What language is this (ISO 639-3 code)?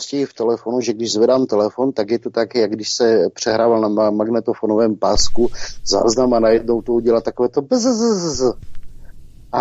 ces